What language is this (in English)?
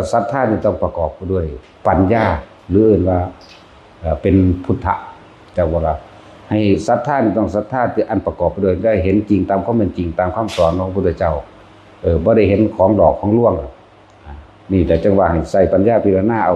Northeastern Thai